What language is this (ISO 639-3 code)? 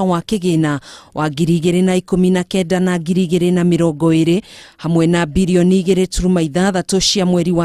kik